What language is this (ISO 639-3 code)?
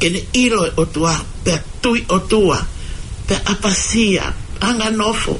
ton